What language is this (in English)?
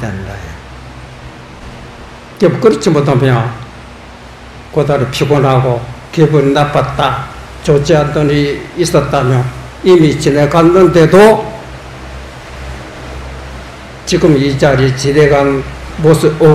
Korean